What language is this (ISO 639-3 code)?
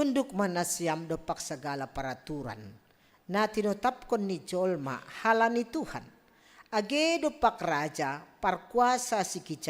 bts